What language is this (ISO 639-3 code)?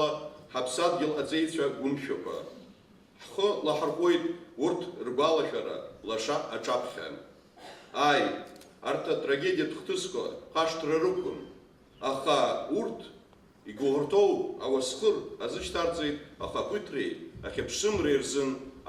abk